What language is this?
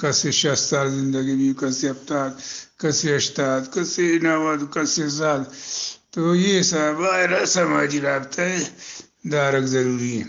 Eastern Balochi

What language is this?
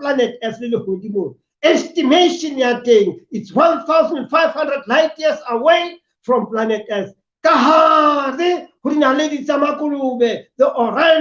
Southern Sotho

